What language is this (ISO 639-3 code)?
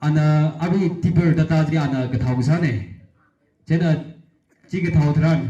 nmf